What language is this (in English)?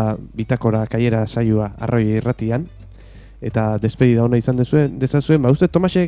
Basque